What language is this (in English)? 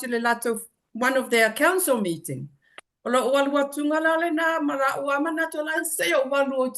Samoan